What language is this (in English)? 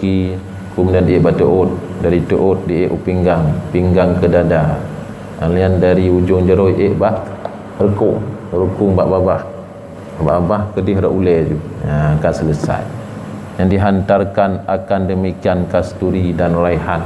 Achinese